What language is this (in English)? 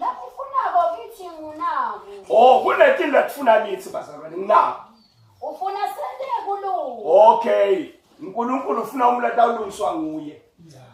Zulu